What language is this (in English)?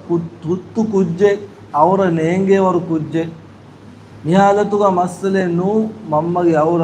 Divehi